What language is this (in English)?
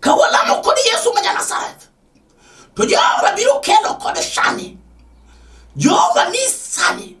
Luo (Kenya and Tanzania)